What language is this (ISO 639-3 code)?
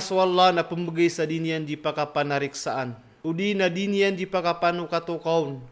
mrw